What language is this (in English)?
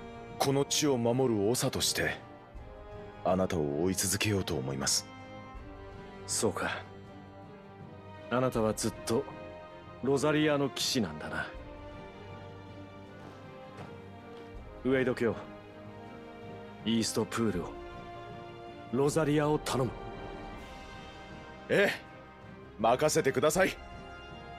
Japanese